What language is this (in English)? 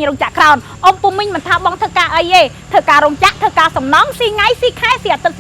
Khmer